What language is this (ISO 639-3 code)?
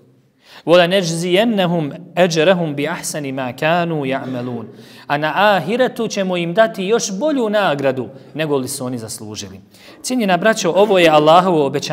bos